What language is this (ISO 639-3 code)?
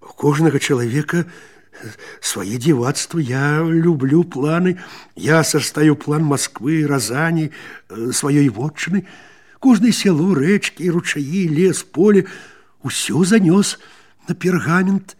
bel